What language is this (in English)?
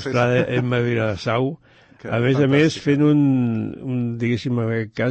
Catalan